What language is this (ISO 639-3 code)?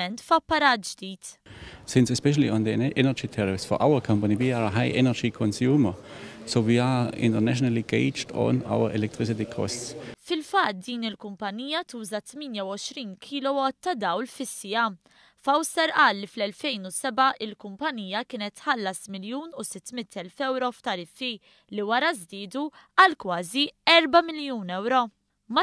mlt